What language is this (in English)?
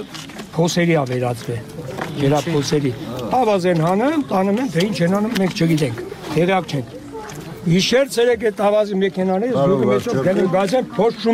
Armenian